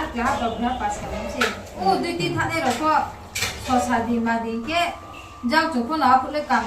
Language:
Riang (India)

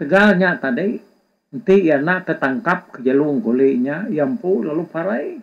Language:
Iban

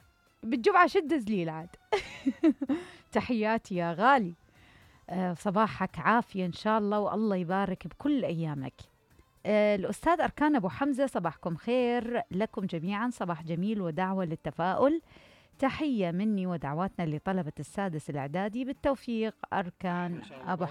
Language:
Mesopotamian Arabic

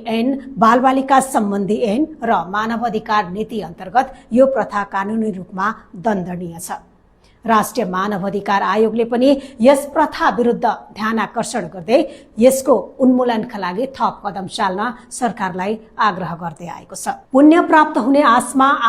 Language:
Nepali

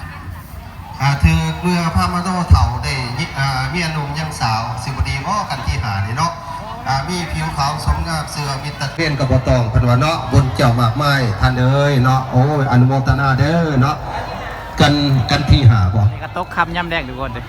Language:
Lao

